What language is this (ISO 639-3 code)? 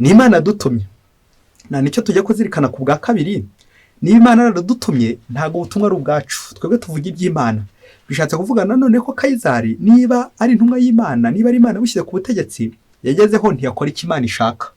kin